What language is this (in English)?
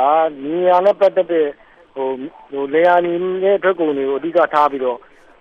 Burmese